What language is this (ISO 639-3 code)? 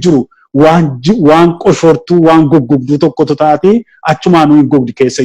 orm